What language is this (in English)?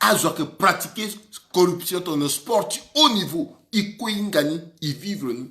Sango